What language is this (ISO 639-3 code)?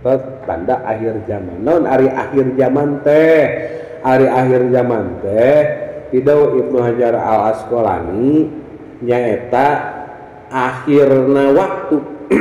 sun